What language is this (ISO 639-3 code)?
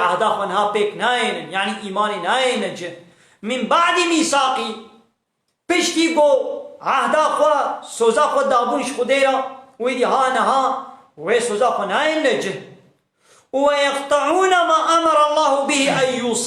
kur